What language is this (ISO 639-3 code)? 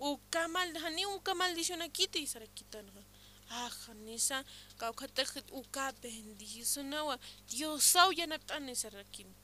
aym